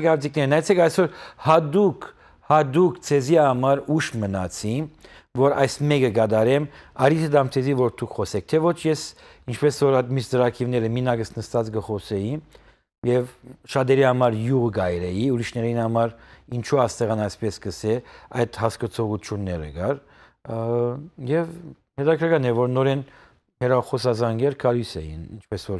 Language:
Western Armenian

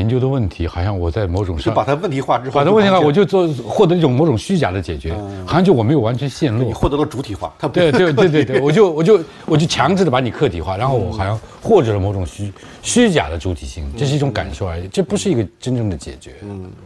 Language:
Chinese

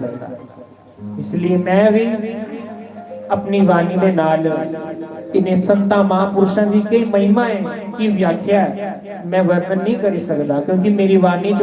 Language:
Dogri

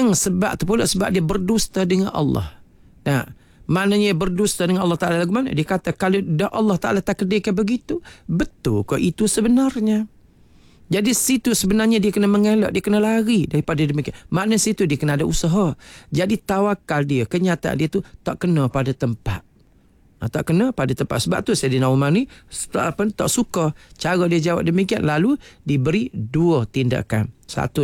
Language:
Malay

